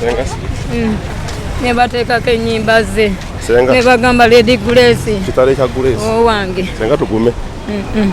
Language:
Ganda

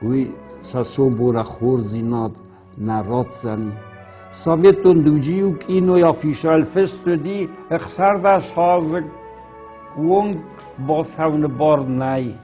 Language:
Ossetic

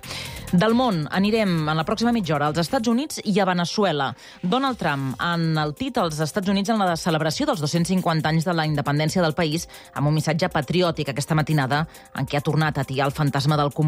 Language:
Catalan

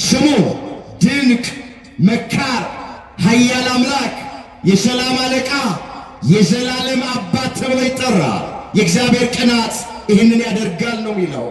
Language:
Amharic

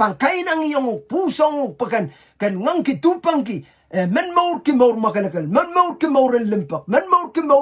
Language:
Pohnpeian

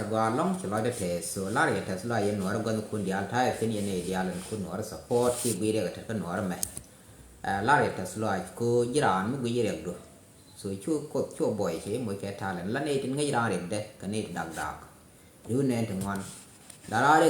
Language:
Nuer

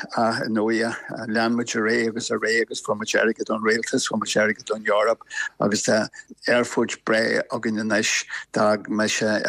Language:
Irish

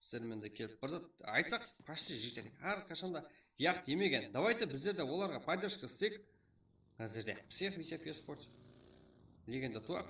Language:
Kara-Kalpak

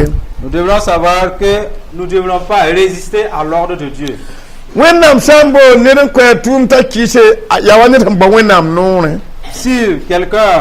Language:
Mossi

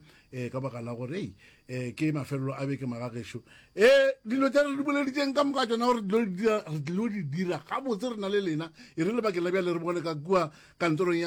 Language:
Northern Sotho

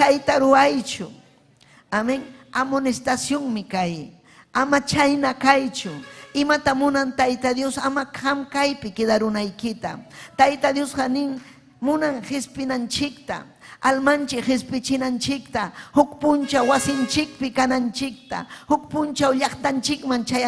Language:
Ayacucho Quechua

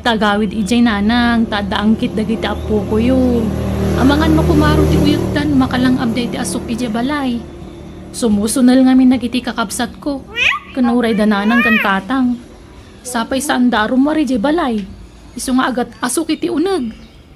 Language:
Iloko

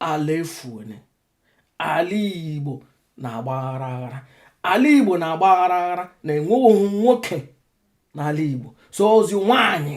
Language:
Igbo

